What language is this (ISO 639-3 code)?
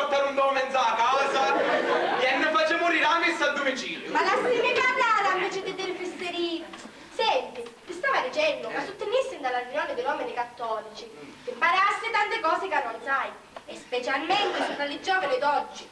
scn